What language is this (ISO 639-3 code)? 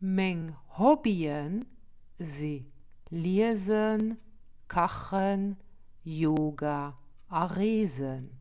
ltz